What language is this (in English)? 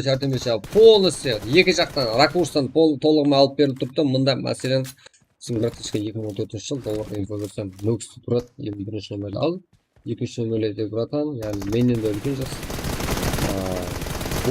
Kara-Kalpak